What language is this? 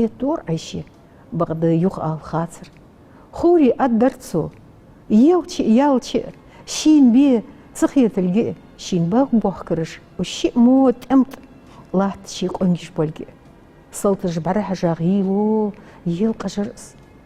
Ingush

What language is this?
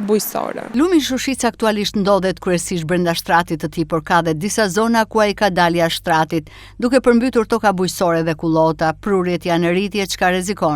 Albanian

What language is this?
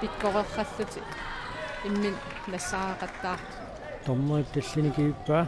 Kalaallisut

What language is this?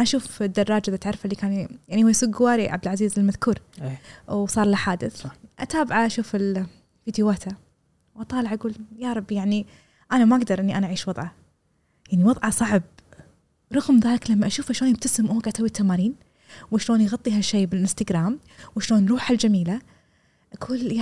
Gulf Arabic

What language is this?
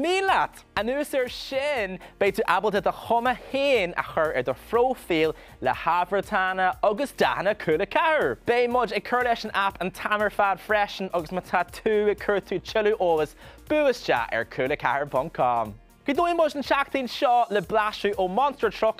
Irish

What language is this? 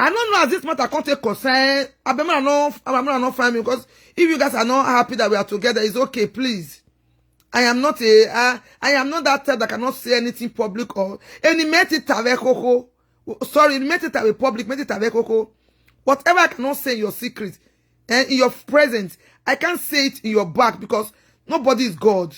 Nigerian Pidgin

